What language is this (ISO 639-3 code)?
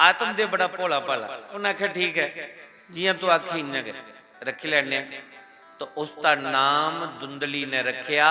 doi